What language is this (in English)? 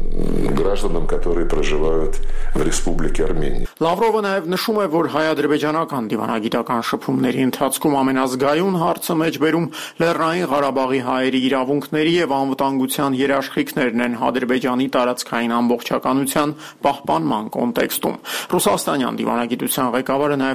Armenian